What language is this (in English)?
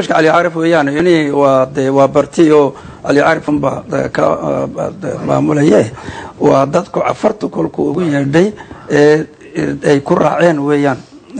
Somali